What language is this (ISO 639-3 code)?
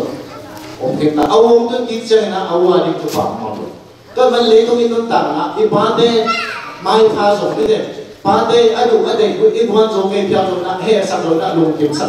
ctd